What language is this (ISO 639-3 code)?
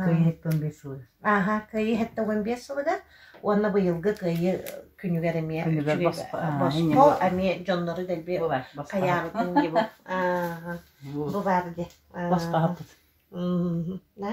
sah